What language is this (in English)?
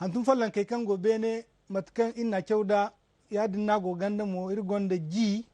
Zarma